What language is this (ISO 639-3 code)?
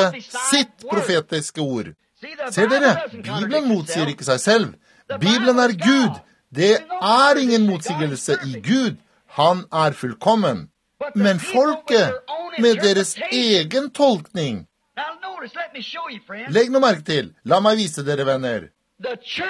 nor